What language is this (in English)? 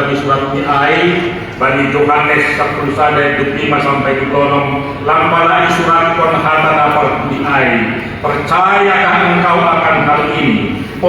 Batak Simalungun